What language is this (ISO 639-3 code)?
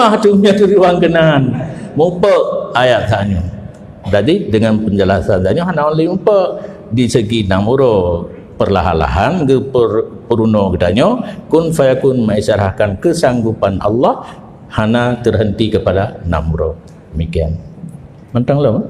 ace